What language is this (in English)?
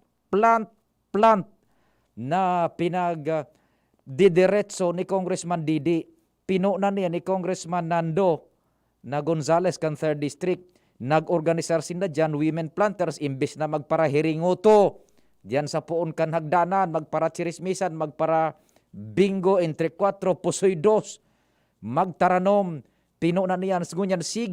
Bikol